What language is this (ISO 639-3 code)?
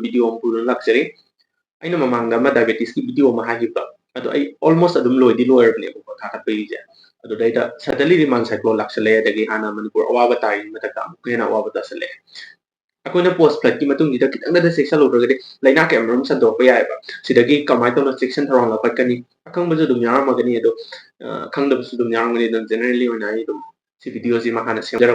mni